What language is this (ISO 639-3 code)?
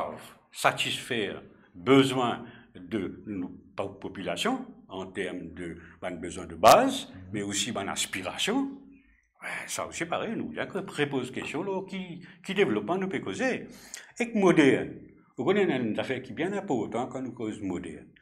mfe